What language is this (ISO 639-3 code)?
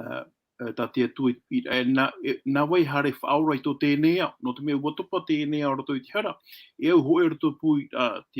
tah